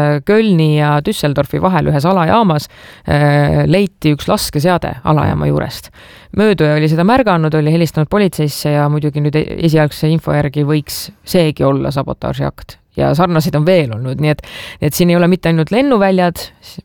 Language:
Estonian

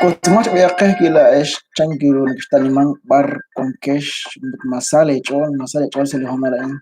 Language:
Kekchí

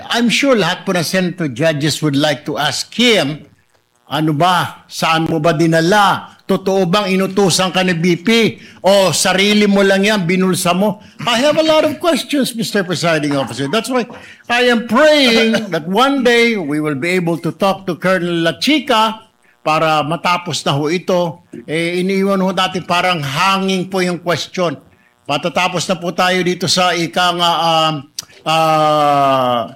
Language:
Filipino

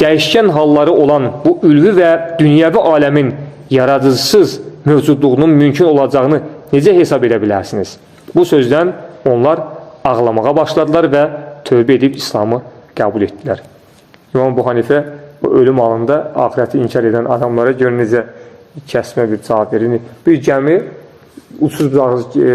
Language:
Azerbaijani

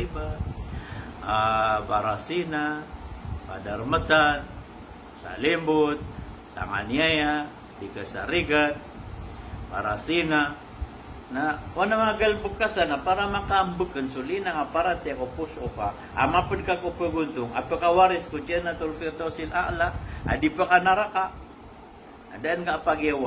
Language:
Maranao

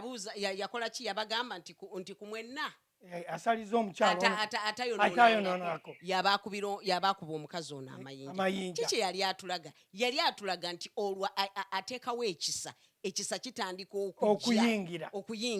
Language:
Ganda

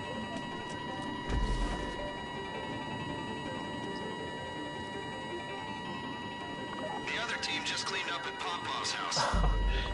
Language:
English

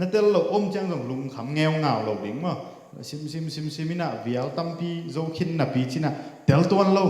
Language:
Tedim Chin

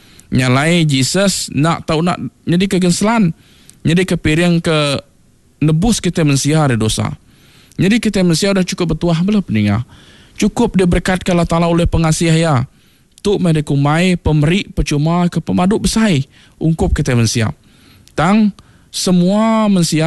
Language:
Iban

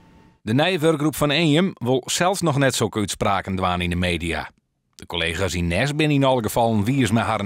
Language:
Western Frisian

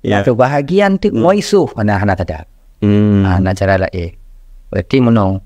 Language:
Achinese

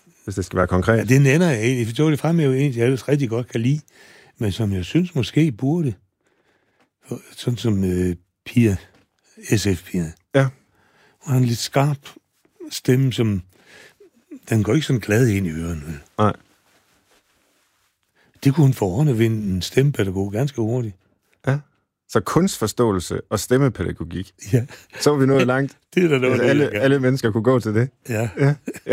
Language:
Danish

